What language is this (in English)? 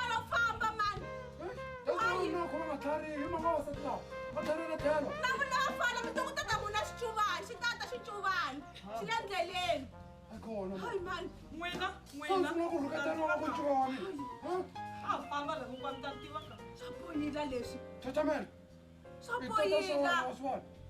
Tsonga